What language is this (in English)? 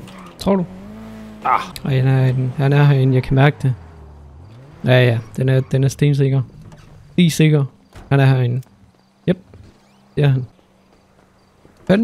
Danish